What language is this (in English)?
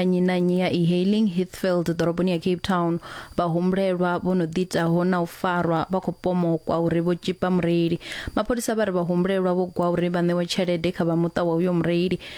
Venda